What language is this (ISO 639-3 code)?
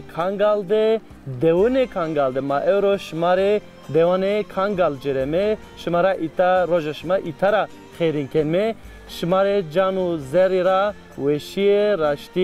zza